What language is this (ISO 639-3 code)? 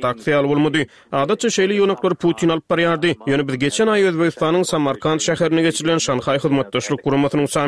tuk